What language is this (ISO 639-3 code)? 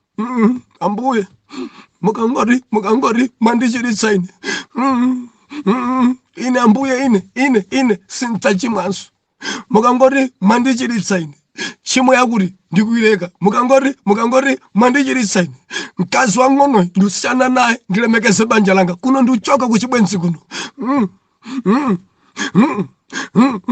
nya